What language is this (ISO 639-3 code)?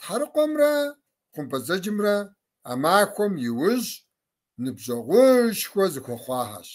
kbd